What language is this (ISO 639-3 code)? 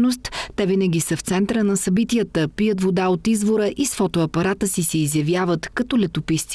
bul